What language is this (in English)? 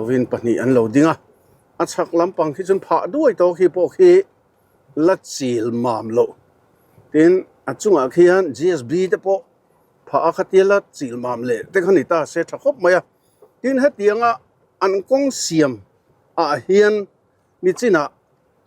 Mizo